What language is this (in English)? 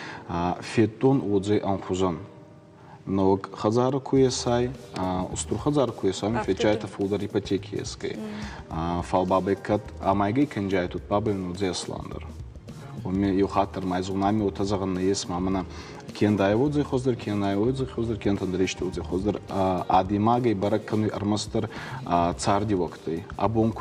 Ossetic